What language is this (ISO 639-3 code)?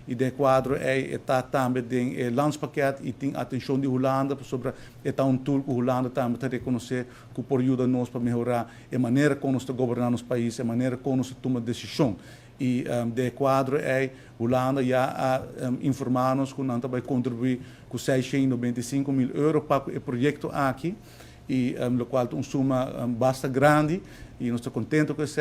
pap